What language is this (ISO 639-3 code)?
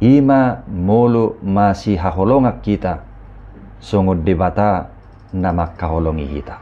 bbc